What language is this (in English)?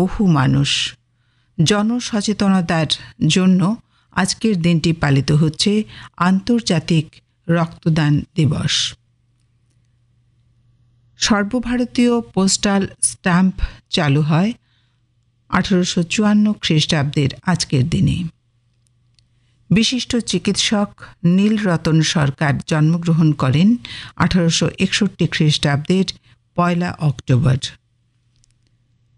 Bangla